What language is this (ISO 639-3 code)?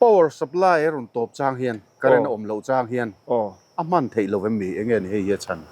lus